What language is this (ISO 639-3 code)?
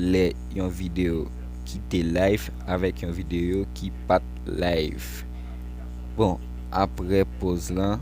hat